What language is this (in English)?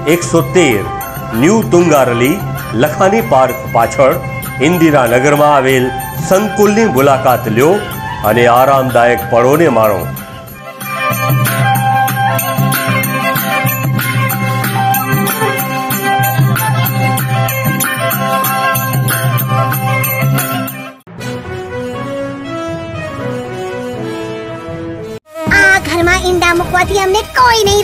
Gujarati